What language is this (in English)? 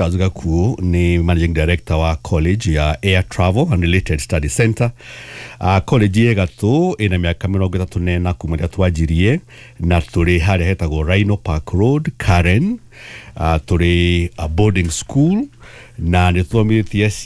Kikuyu